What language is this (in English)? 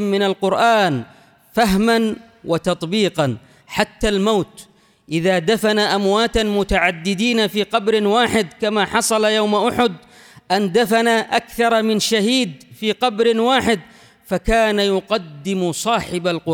Arabic